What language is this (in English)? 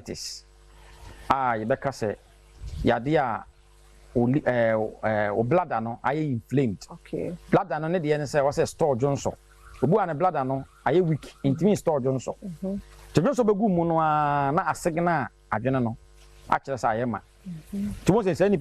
Akan